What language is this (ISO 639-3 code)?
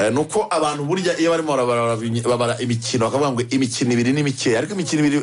kin